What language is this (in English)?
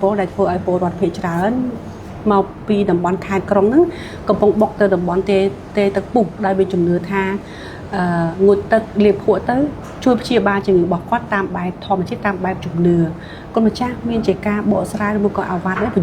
Khmer